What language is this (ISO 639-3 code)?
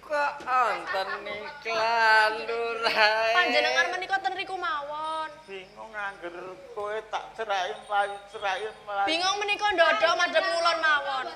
jav